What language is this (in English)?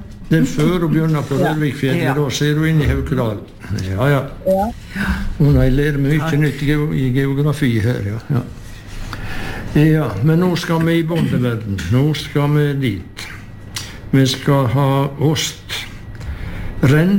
Norwegian